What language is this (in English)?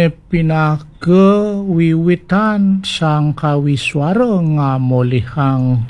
Balinese